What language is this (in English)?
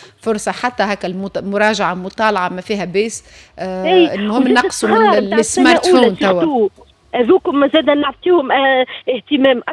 Tunisian Arabic